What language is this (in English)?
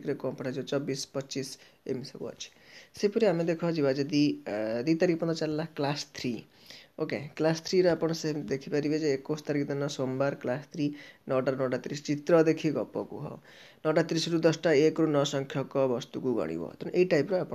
Odia